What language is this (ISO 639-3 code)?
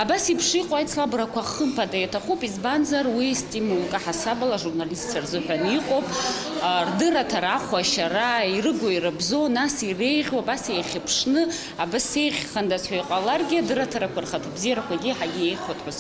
abk